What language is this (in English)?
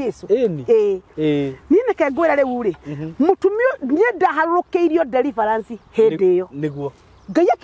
Kikuyu